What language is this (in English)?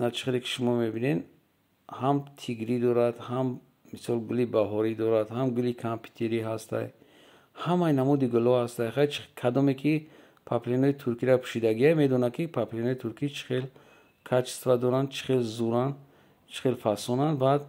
Tajik